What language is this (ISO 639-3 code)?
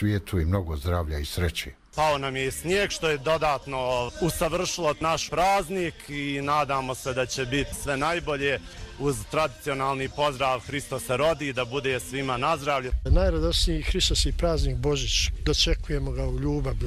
hrv